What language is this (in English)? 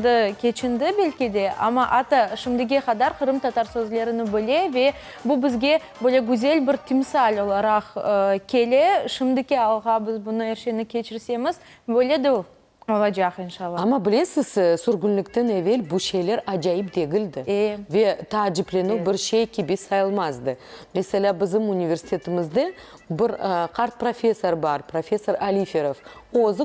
Crimean Tatar